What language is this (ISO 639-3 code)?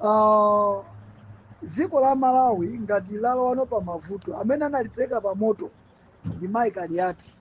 nya